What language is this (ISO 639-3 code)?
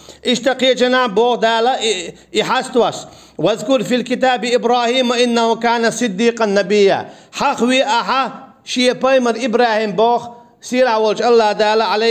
che